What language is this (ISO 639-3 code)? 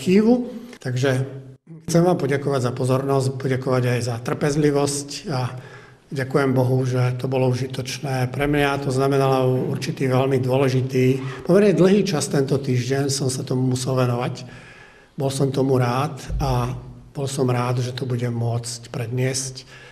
slk